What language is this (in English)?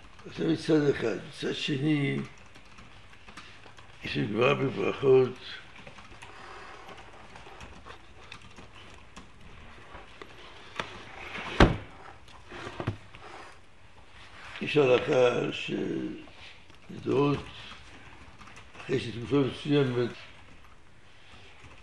Hebrew